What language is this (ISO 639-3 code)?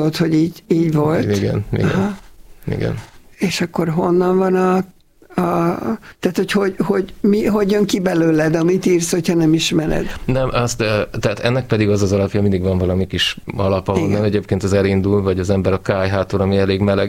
hun